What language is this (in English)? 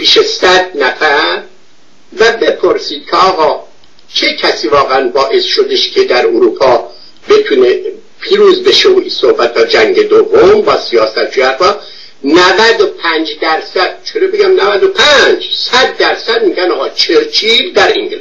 Persian